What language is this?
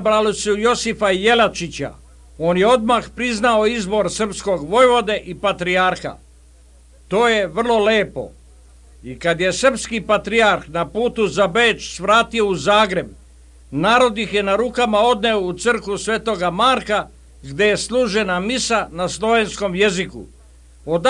Serbian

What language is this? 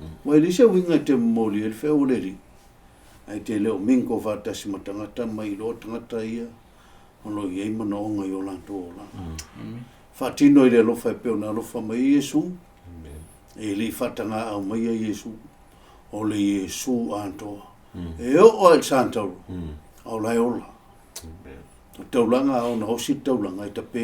Samoan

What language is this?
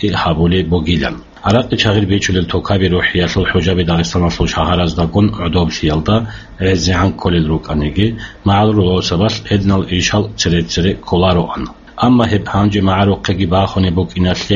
Avaric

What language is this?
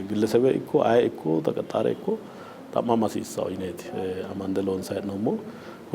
Sidamo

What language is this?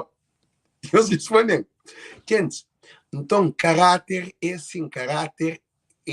Kabuverdianu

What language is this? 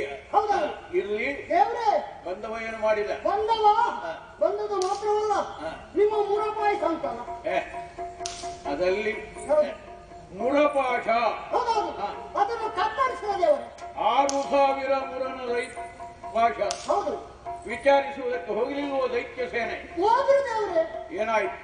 Kannada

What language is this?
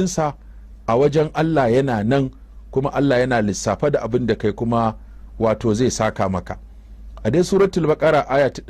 Hausa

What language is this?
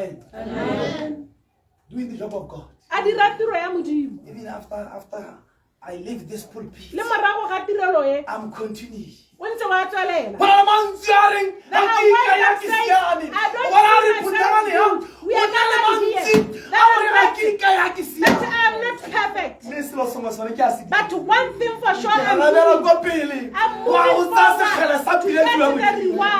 Tswana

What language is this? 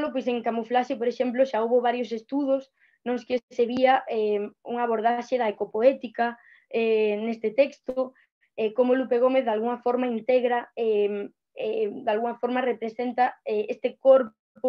Galician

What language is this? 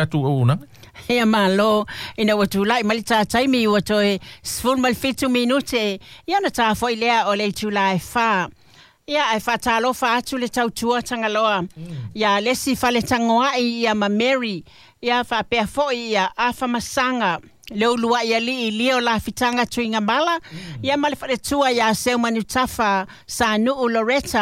Samoan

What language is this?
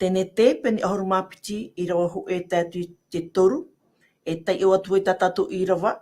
Tahitian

